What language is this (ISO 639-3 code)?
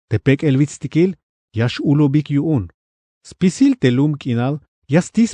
tzh